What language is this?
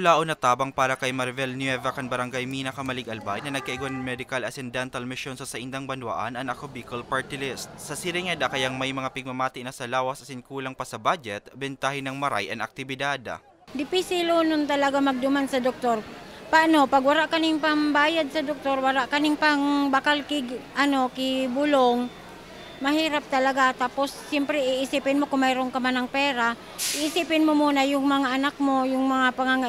Bikol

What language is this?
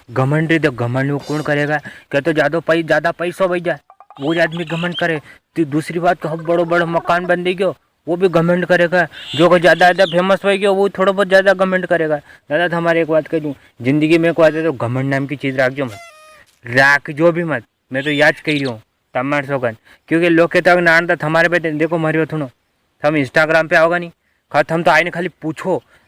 Rajasthani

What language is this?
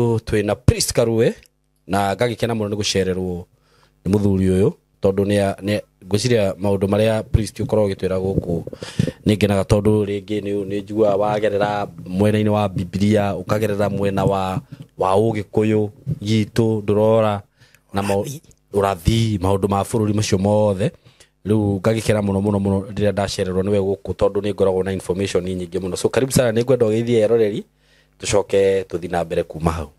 Kikuyu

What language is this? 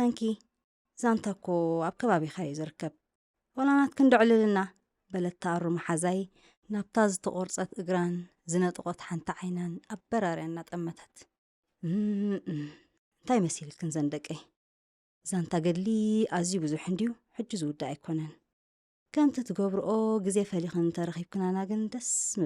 Tigrinya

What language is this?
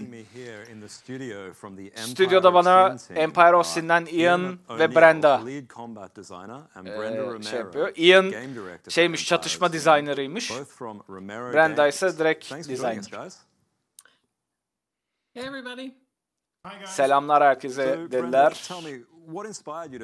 Turkish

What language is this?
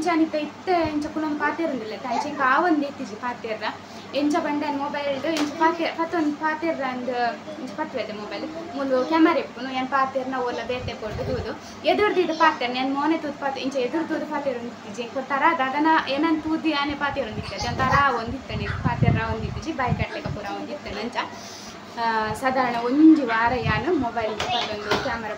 Tulu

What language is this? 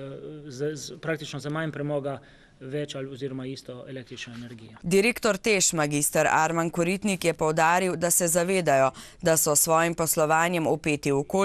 Slovenian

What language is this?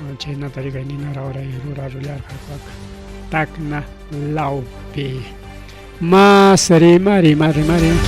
Ayacucho Quechua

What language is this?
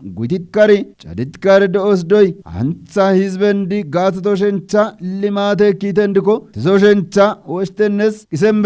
Kafa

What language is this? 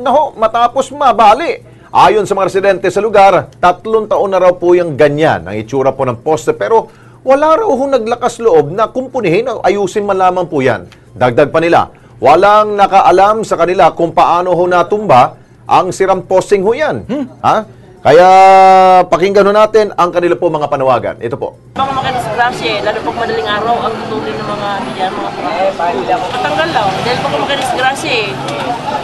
Filipino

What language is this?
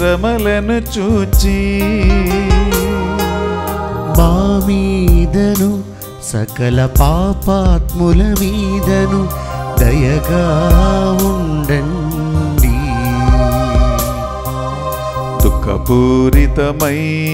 Telugu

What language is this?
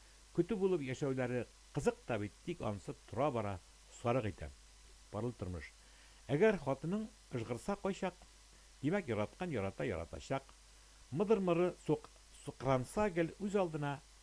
Tatar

